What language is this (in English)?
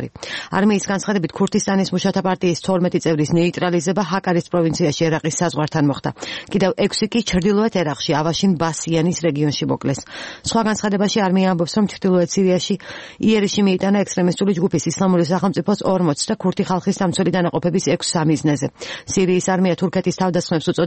Georgian